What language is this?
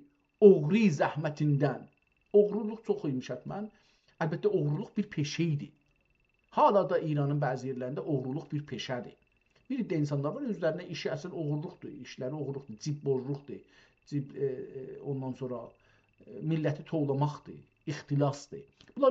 South Azerbaijani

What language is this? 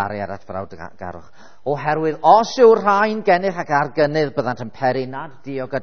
Welsh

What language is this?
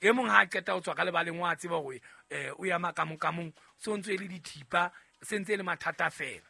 Southern Sotho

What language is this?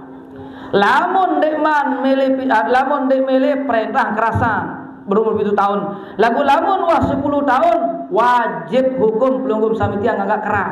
Sasak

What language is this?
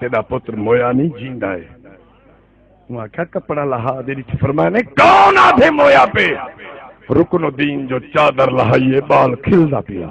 Saraiki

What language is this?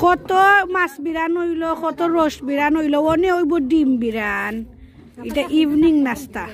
Sylheti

